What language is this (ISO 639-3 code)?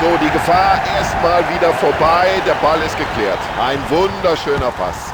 bar